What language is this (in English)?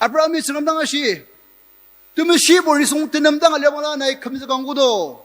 Ao Naga